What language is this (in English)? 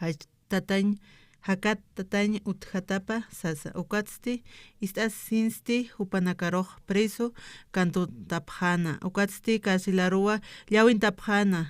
Aymara